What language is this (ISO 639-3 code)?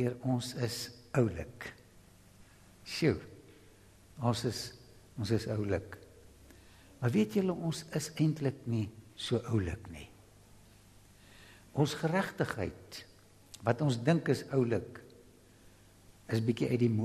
afr